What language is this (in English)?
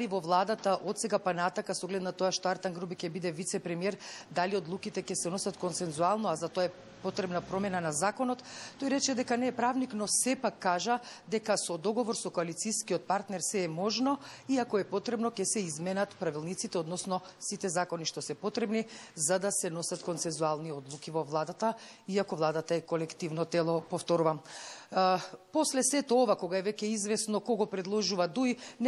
Macedonian